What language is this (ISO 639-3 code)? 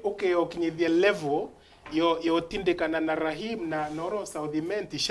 mer